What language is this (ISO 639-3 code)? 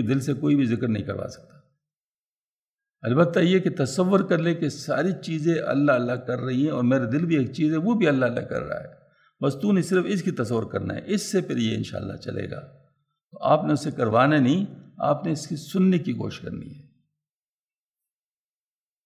urd